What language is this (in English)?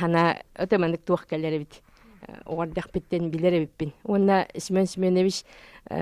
Yakut